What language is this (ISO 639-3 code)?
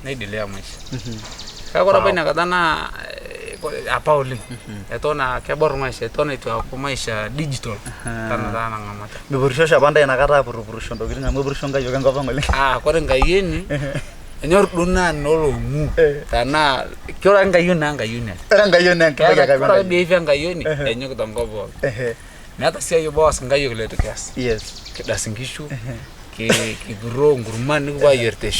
mas